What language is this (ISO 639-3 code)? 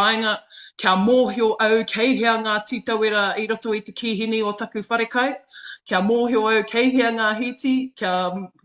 mri